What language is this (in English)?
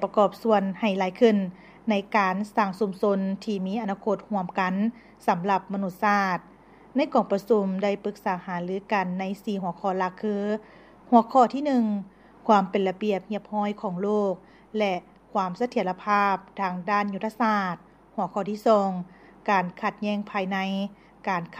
Lao